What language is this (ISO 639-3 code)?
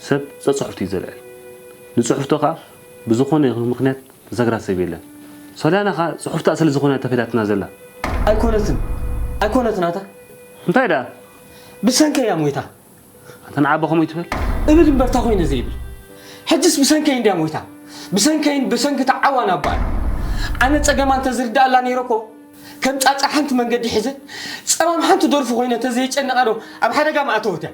tir